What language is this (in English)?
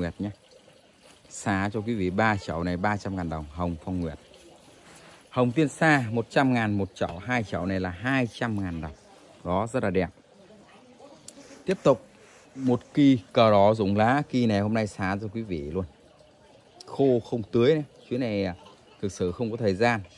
Vietnamese